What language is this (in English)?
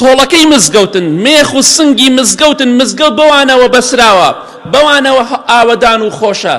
Central Kurdish